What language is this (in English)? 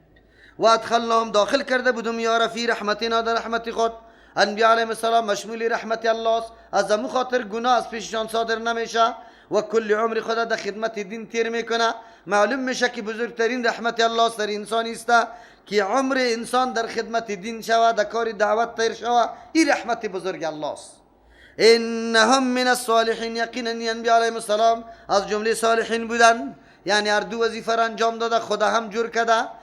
Persian